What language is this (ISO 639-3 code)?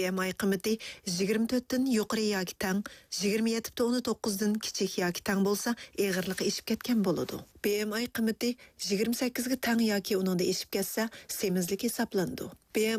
uig